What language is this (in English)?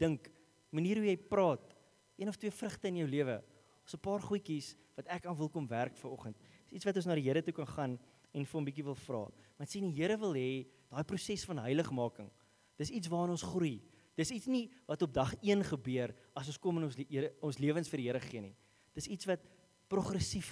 Afrikaans